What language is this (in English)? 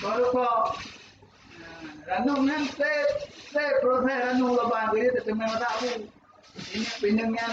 Achinese